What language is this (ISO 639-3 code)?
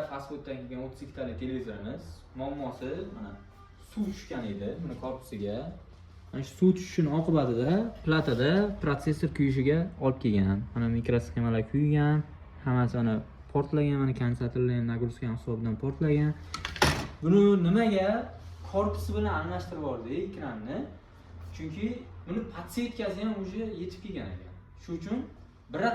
uzb